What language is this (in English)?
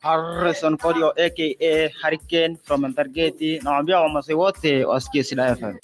Masai